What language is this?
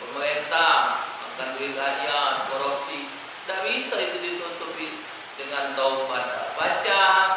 Musi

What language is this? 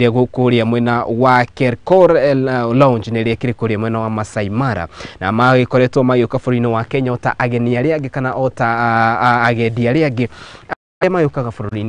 Kikuyu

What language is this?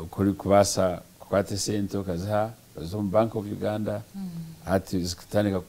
Nyankole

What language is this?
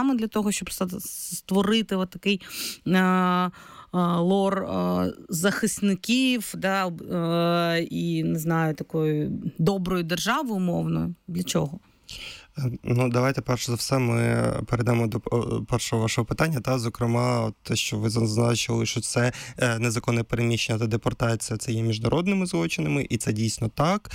Ukrainian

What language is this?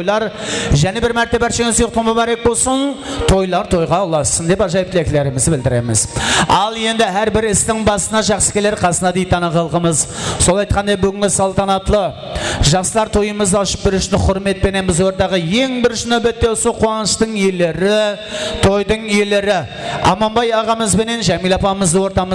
Kara-Kalpak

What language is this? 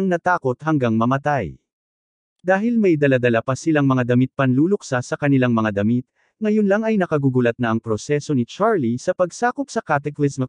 Filipino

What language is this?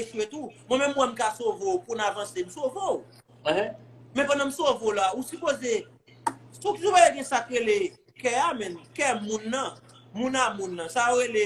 Haitian Creole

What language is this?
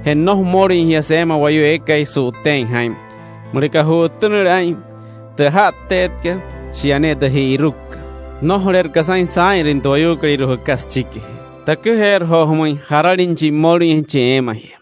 Wayuu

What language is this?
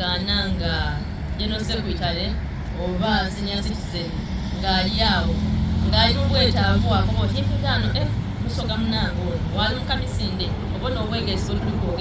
Soga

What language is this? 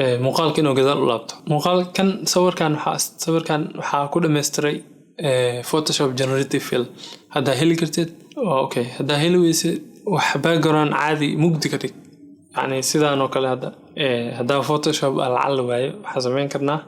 Somali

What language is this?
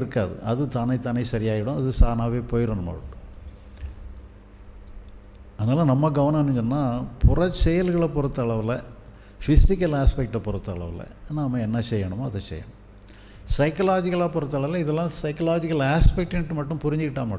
Tamil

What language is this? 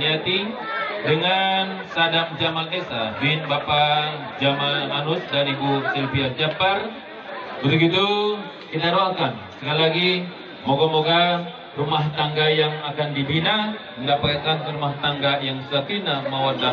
Betawi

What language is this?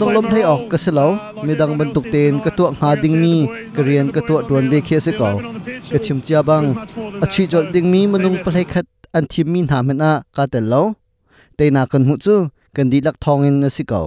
Hakha Chin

